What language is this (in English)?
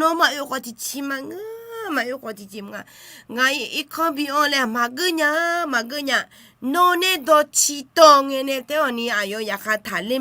Akha